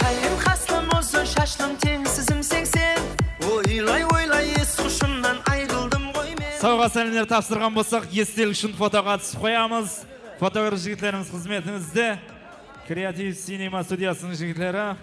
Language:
Kara-Kalpak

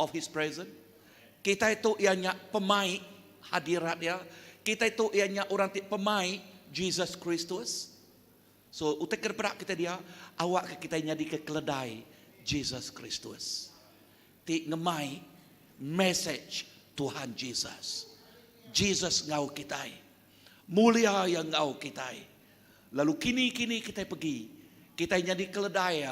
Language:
Iban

